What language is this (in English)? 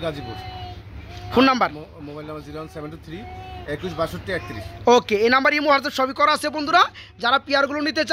Bangla